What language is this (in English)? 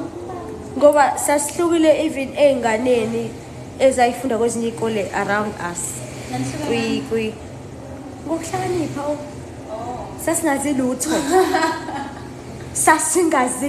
Zulu